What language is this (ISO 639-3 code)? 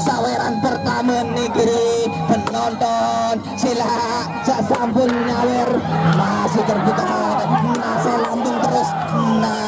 sas